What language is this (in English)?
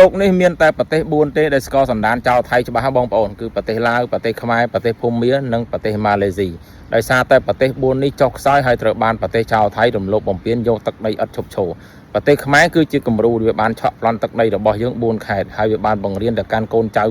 Khmer